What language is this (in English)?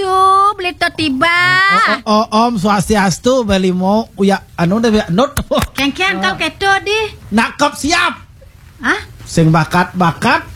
Balinese